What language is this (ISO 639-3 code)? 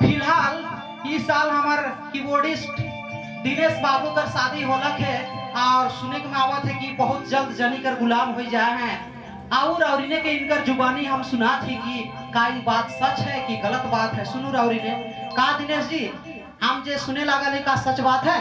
sck